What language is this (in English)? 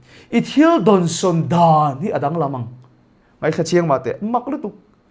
Mizo